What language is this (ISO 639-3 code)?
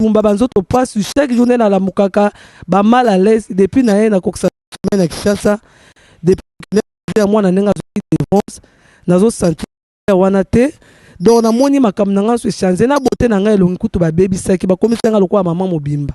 lin